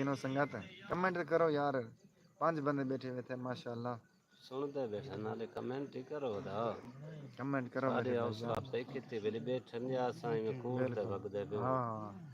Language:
Saraiki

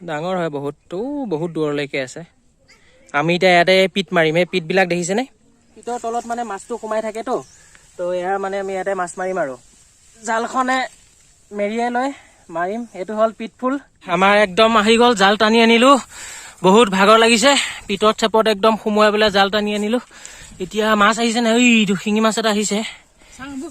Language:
Assamese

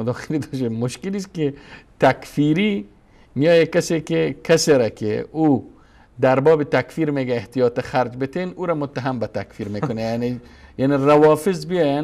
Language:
Persian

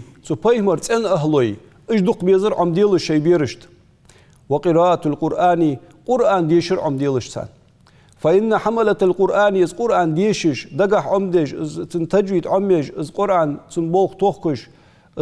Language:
Ingush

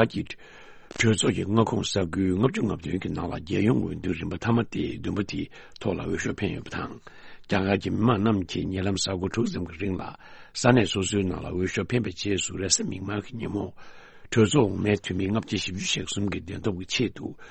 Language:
Tibetan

